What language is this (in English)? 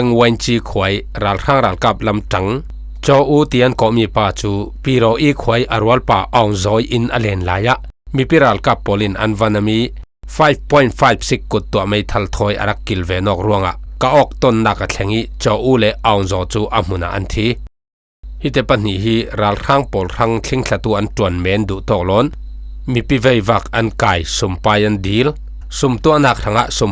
Falam Chin